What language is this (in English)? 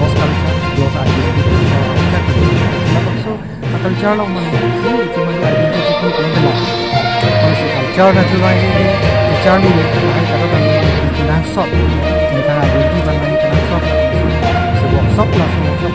Karbi